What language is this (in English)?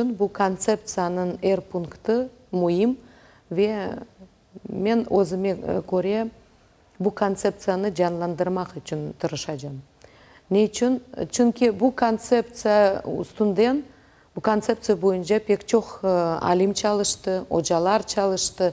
Crimean Tatar